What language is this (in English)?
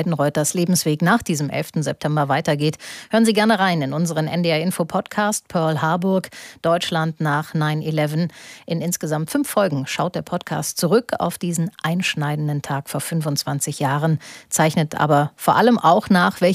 German